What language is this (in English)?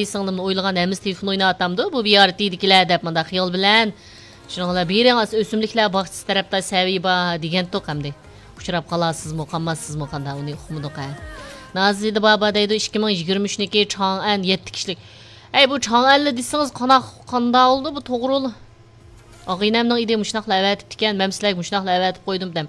Uyghur